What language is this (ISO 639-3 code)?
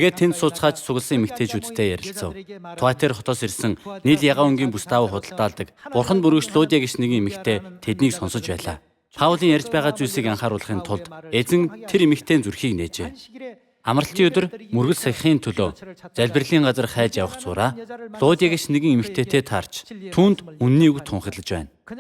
mon